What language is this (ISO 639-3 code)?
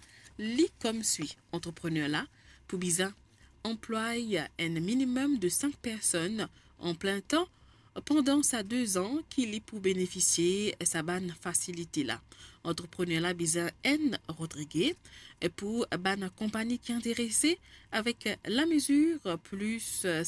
mfe